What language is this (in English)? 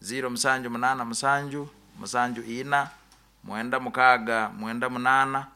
Nyoro